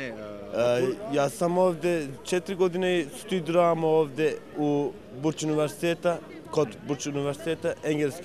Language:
Bosnian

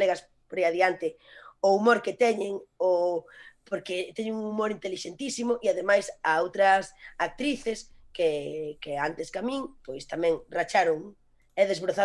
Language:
Galician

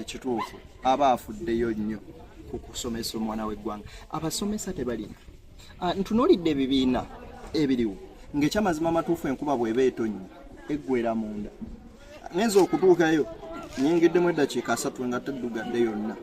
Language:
Ganda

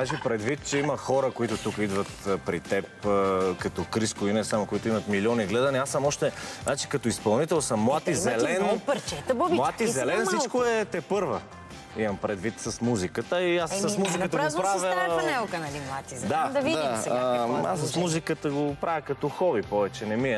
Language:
Bulgarian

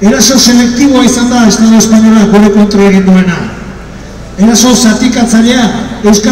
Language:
Basque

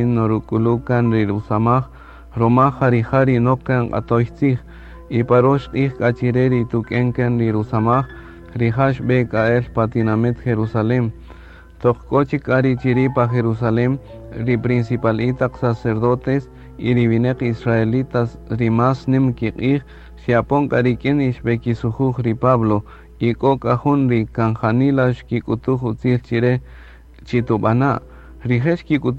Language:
Kaqchikel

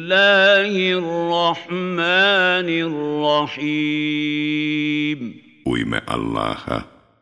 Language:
Bosnian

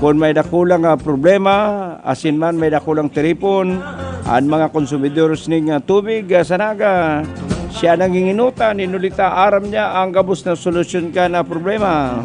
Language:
Bikol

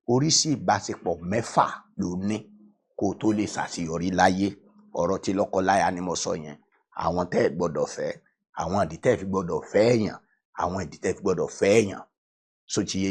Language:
Yoruba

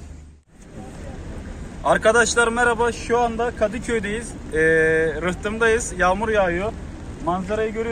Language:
Turkish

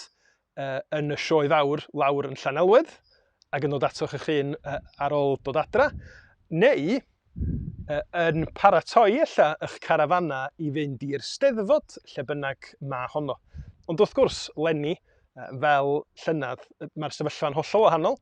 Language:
Welsh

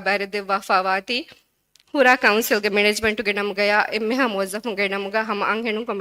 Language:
Divehi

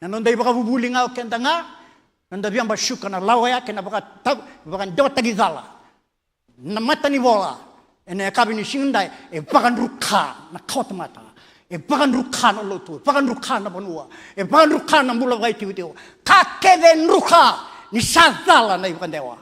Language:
Fijian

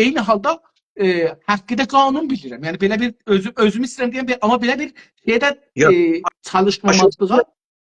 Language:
South Azerbaijani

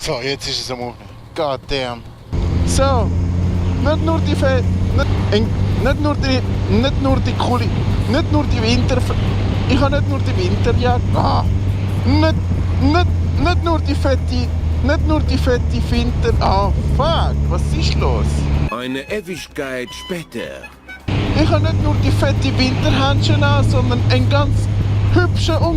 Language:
Swiss German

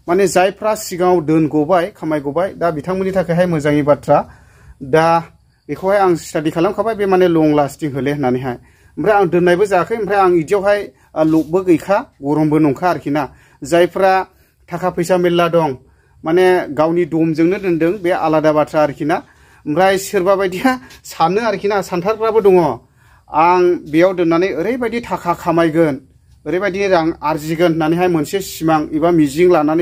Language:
Bodo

